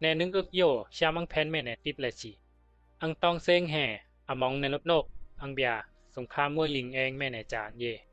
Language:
Bisu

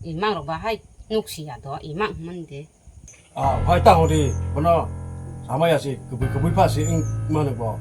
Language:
Kok Borok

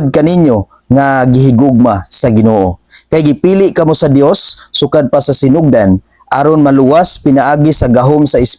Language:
Cebuano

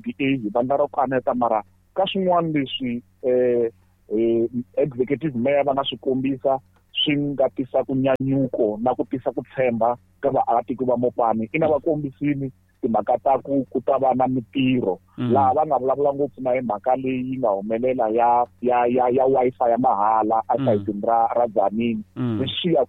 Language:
Tsonga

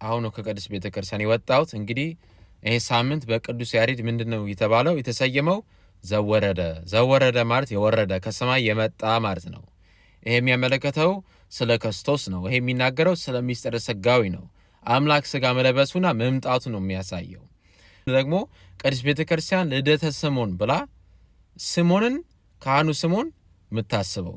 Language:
Amharic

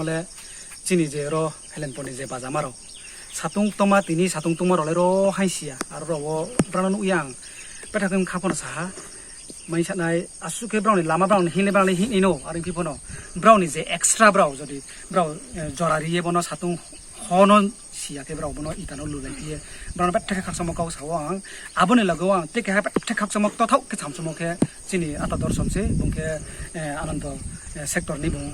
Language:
Riang (India)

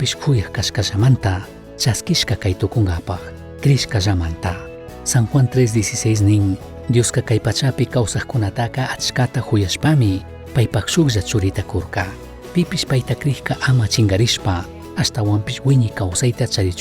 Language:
Chimborazo Highland Quichua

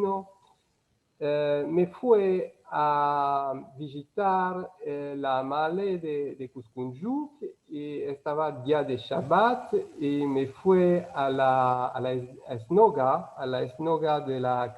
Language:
Ladino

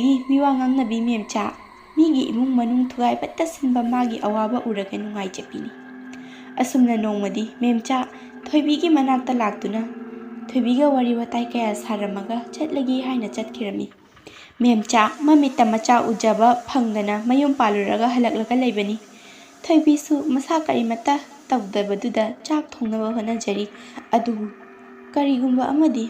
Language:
Manipuri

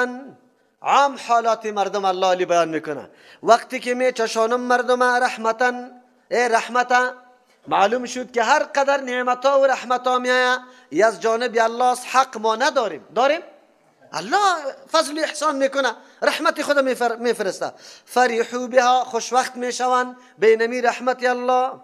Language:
Persian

